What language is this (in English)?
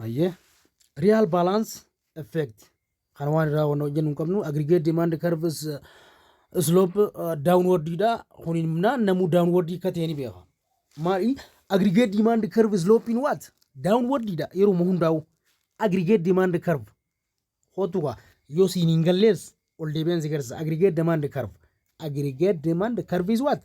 Oromo